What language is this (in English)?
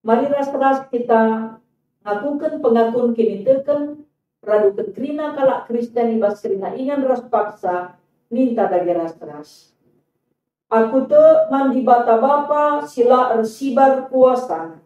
Batak Karo